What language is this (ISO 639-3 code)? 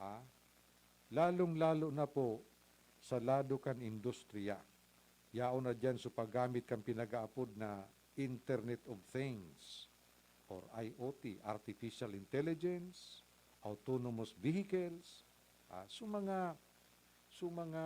bik